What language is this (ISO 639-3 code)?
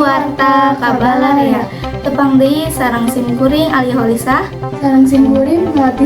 sun